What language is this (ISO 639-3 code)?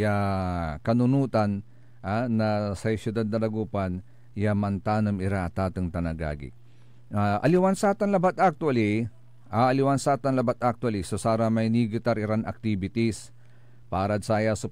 pag